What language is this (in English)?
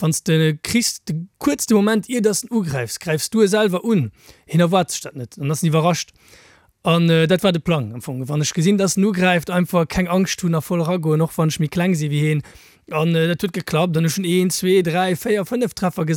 Luxembourgish